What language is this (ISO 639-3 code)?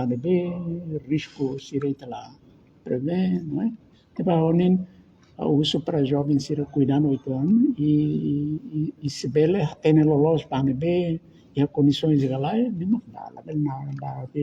tet